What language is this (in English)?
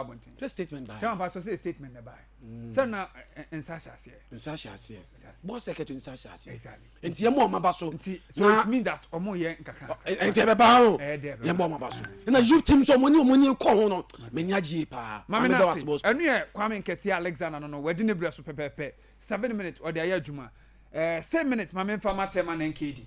Akan